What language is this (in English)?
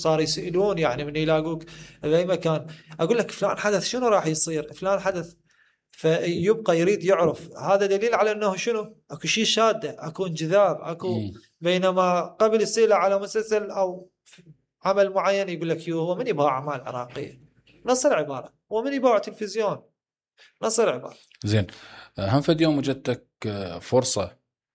Mesopotamian Arabic